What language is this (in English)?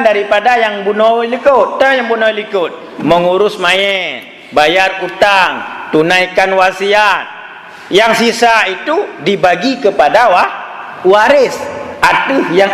Achinese